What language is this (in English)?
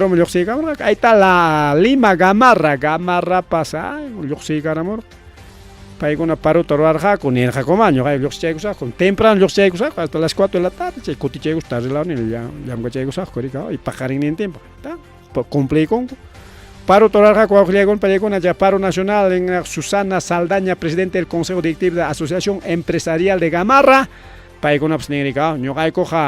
Ayacucho Quechua